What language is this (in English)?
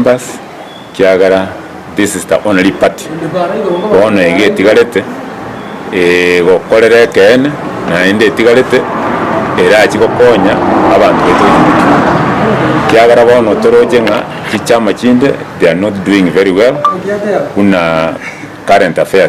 Gusii